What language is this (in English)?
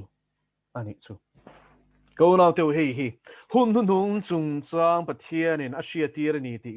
Mizo